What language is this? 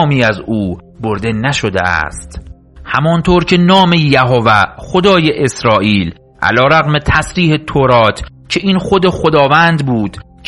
Persian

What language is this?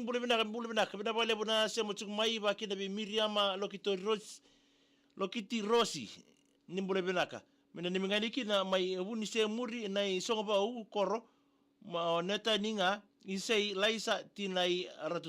Fijian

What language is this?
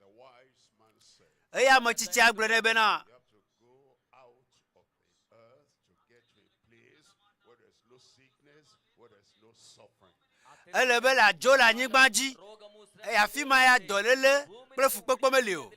Ewe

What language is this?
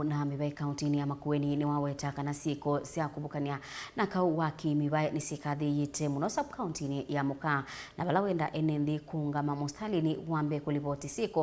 Kamba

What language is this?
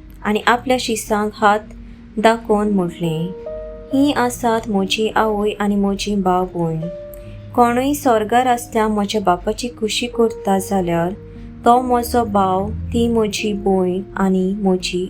Konkani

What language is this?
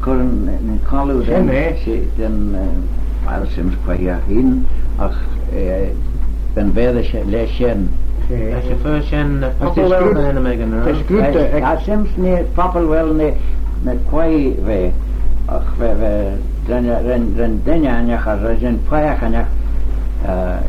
Manx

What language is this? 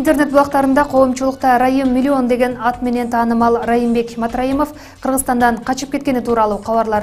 Kyrgyz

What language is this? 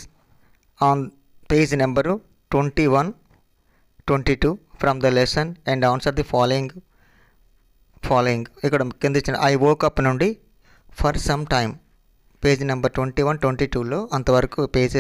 Telugu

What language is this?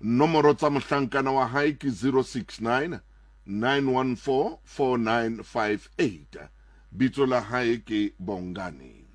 Southern Sotho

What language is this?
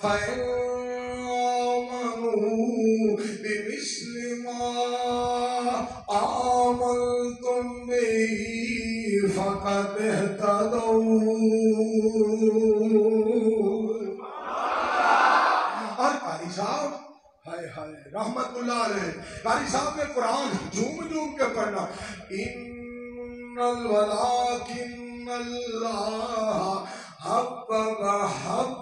Urdu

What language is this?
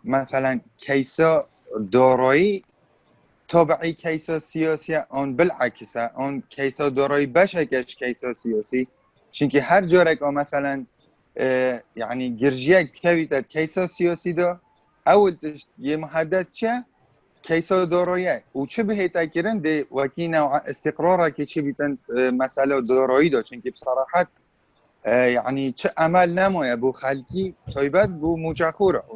Kurdish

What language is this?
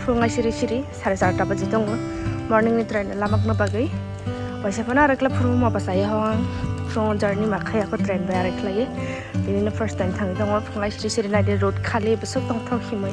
Kok Borok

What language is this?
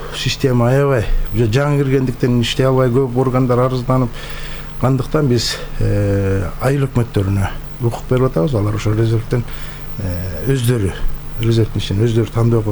Kyrgyz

